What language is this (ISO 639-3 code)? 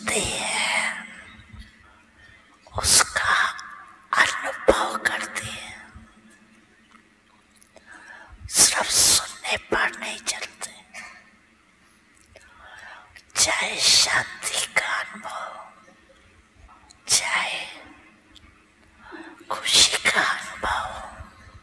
hin